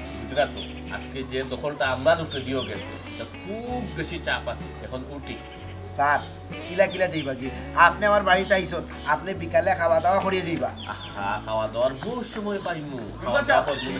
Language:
Sylheti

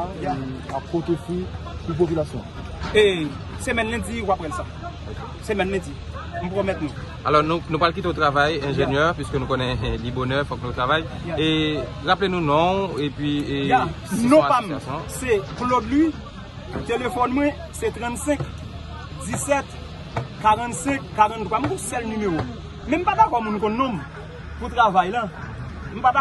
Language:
Haitian Creole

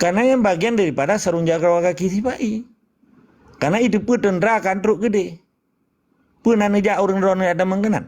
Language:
Achinese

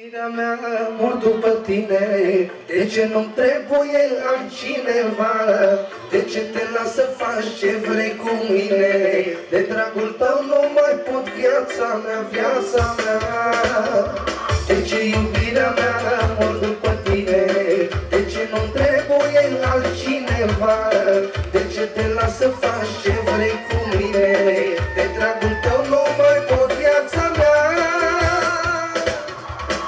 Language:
Romanian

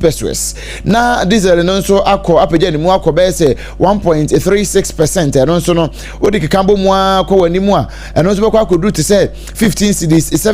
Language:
Akan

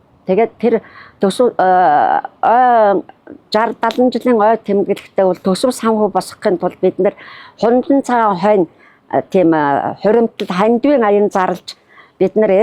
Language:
Mongolian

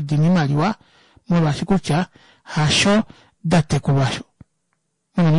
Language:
Kuanyama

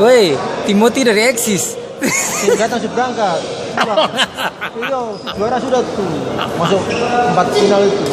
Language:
Ambonese Malay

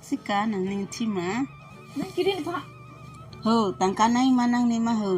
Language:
Karbi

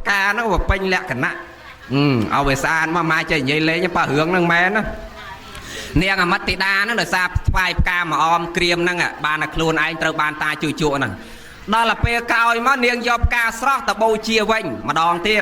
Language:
Khmer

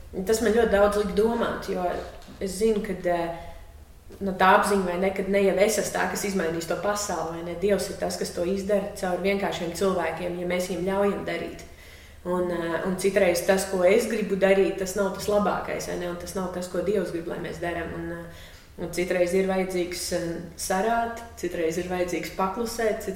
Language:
Latvian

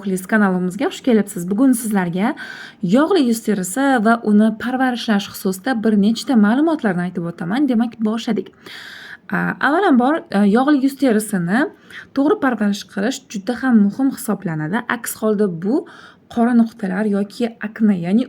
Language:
Uzbek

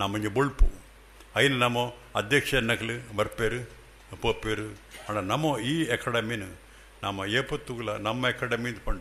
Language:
Tulu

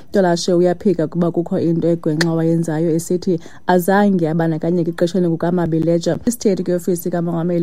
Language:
Xhosa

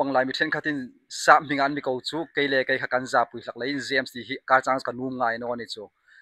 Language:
Hmar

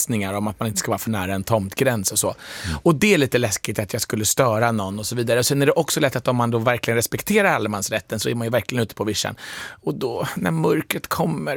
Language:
Swedish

